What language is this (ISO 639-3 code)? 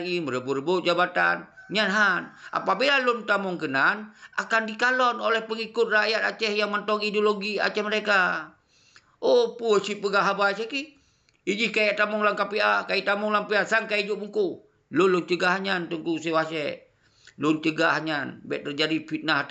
ace